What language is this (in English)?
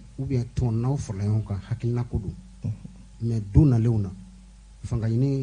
Bambara